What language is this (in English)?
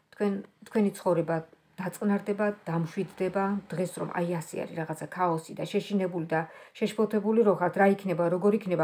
Georgian